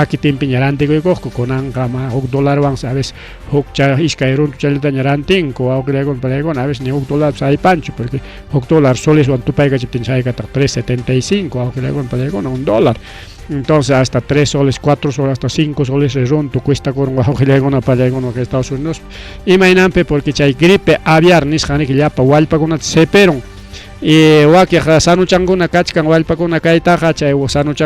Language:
Ayacucho Quechua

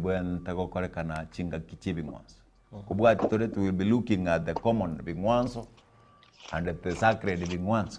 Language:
Gusii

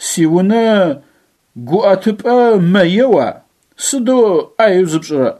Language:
Adyghe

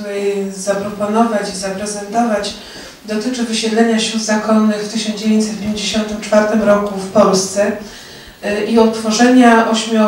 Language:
Polish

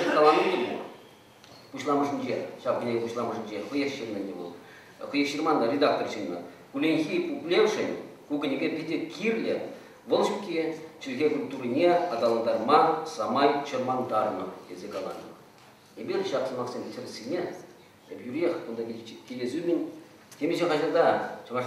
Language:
Chuvash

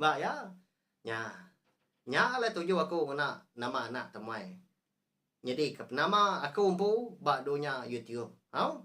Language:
Iban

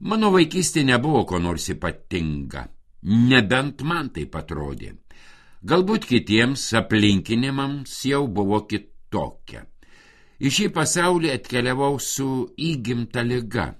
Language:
Lithuanian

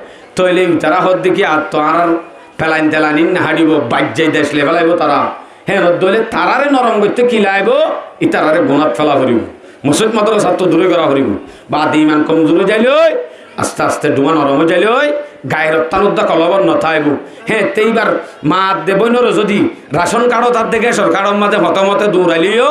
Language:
Rohingya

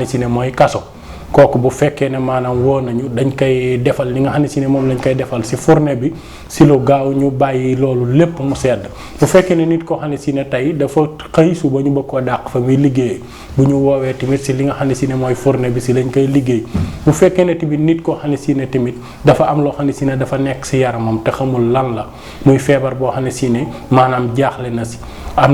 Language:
Wolof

